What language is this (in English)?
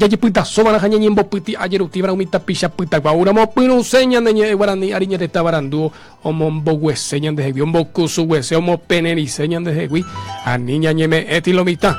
Guarani